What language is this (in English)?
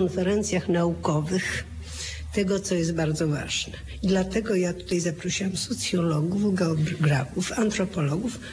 Polish